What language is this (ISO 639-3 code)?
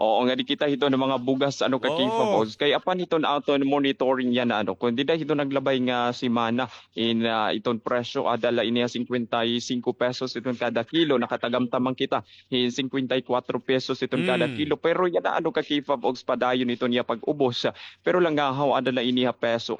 war